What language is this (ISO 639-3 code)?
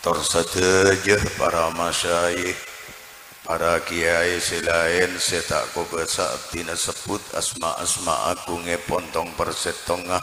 mad